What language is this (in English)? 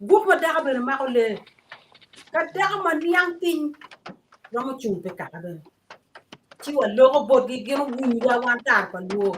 Acoli